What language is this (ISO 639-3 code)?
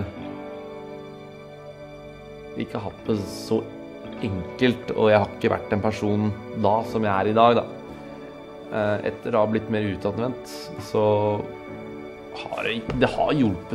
nor